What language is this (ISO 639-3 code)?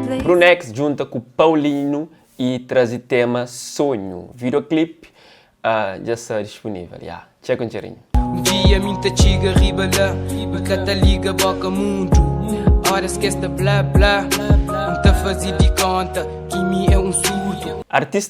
kea